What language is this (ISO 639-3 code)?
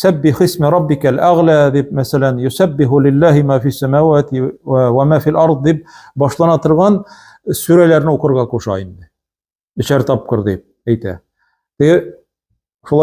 tat